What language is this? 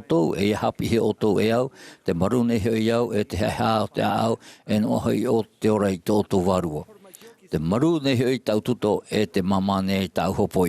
Tahitian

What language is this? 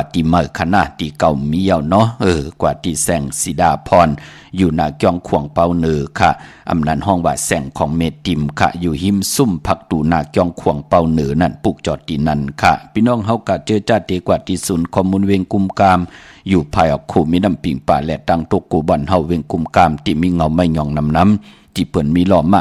Shan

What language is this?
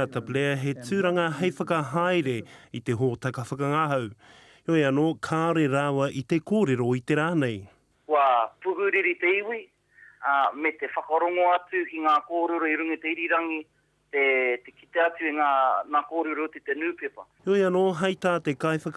Māori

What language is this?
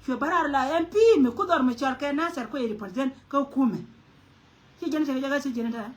Nuer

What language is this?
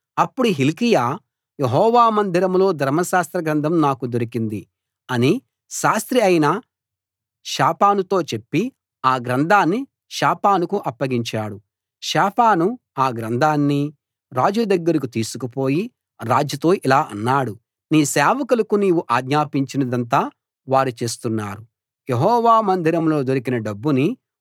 Telugu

